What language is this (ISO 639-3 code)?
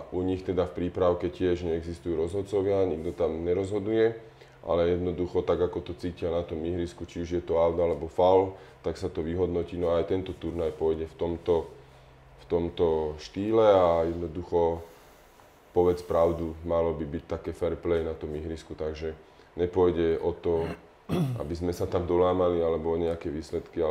slk